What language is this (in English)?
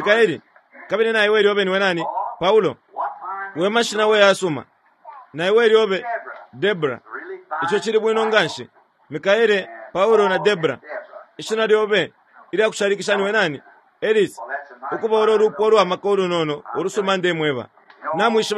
Bemba